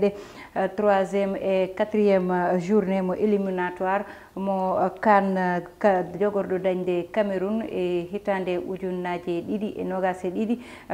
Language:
Fula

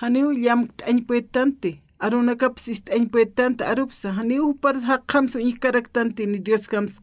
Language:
Aymara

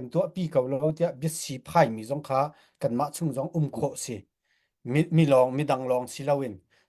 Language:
Hakha Chin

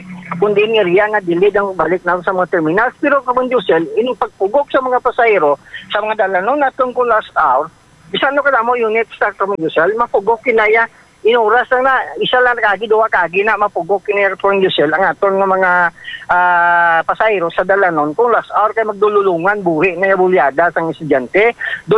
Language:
Hiligaynon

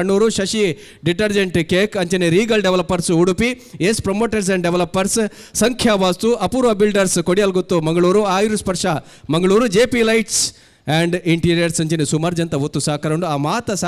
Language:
Tulu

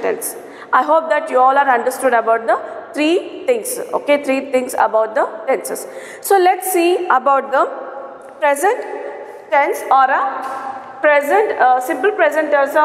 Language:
English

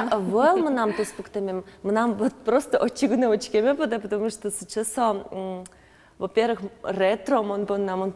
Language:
Udmurt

